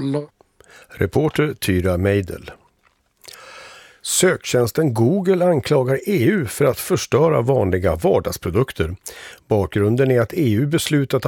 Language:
Swedish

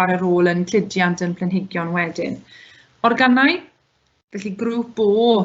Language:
Welsh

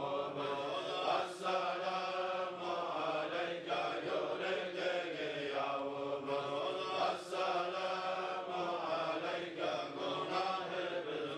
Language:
Kumyk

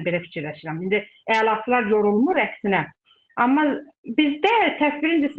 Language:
Azerbaijani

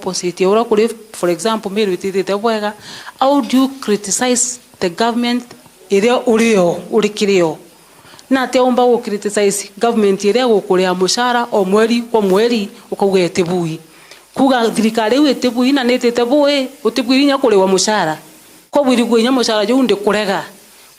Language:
Meru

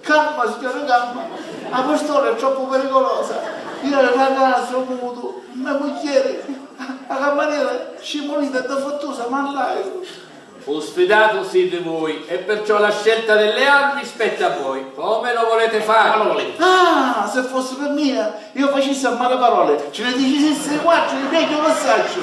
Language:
Sicilian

